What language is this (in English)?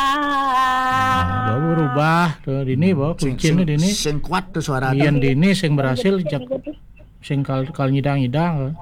Balinese